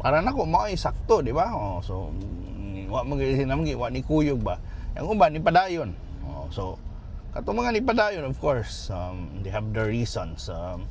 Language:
Cebuano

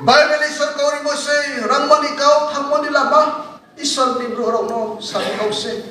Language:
Riang (India)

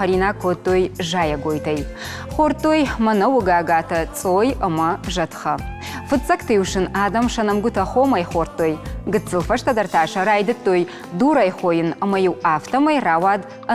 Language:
Ossetic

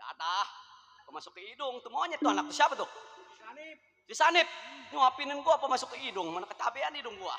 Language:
Betawi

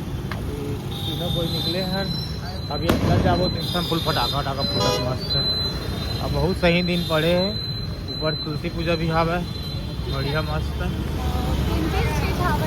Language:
Chhattisgarhi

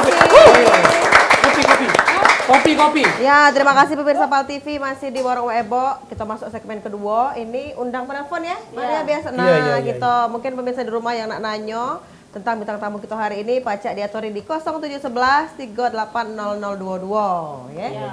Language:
Musi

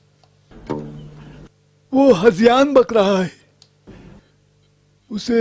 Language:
Urdu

